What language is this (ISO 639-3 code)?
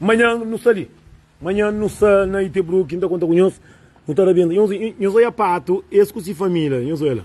kea